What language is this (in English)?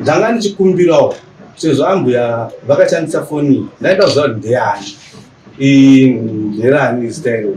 Shona